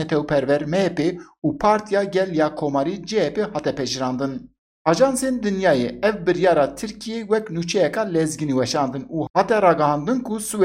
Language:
Kurdish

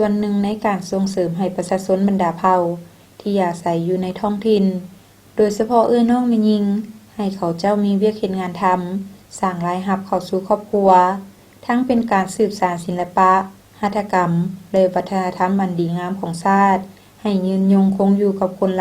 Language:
Lao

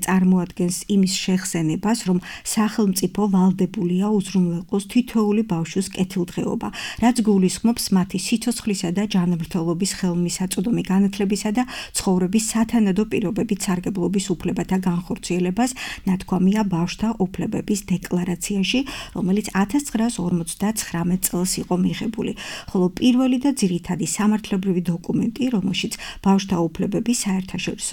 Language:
Georgian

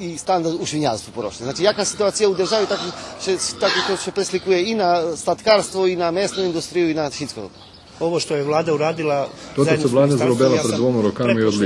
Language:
Rusyn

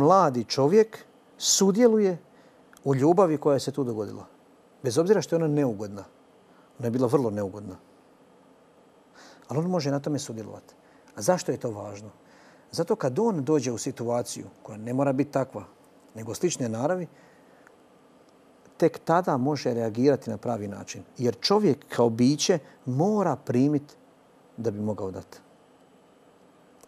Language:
Croatian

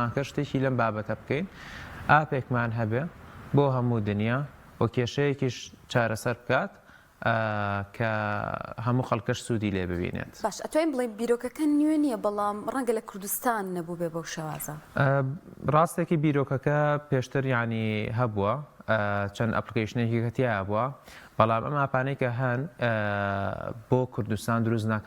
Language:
Central Kurdish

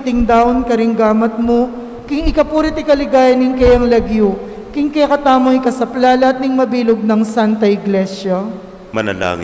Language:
Pampanga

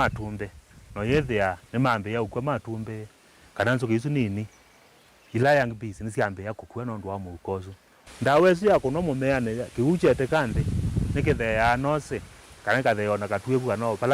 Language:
Kamba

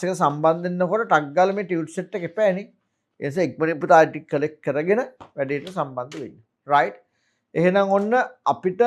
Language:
Sinhala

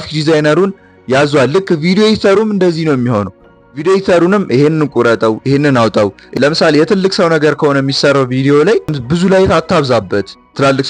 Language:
Amharic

